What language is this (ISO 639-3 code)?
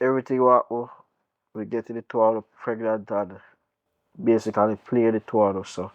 jam